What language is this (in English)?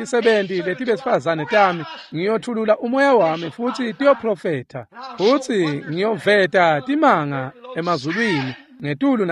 Swati